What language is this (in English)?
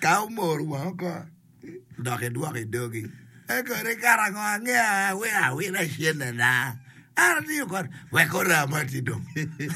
Acoli